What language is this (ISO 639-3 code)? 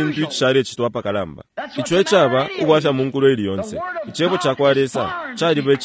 bem